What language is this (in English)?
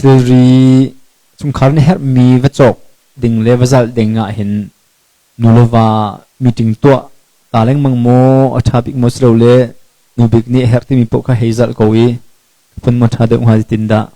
Hakha Chin